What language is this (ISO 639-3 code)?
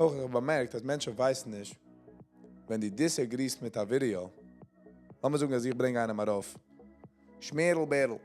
yid